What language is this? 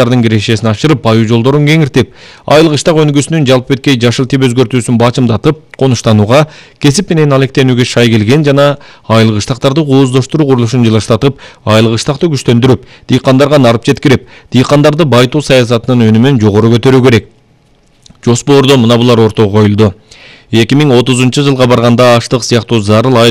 Kyrgyz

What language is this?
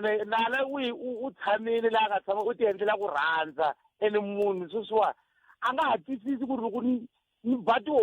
Tsonga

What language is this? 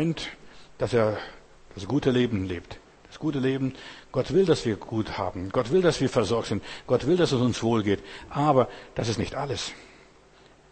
German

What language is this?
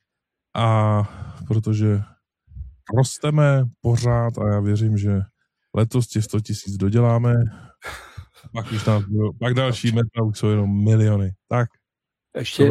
Czech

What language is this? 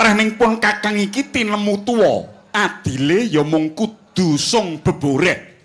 Javanese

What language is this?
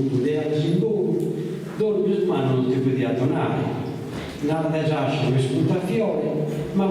Sardinian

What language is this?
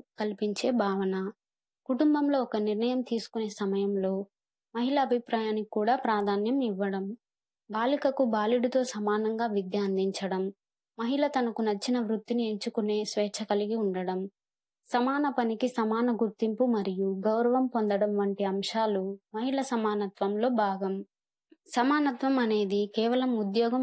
Telugu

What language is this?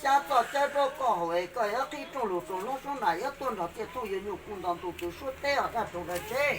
Hmong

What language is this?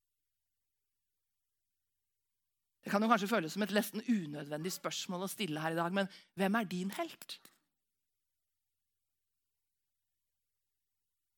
Norwegian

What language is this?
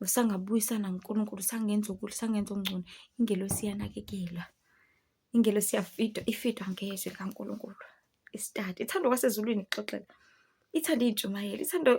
Zulu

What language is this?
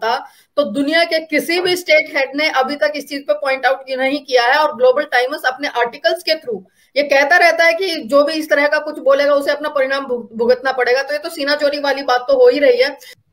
Hindi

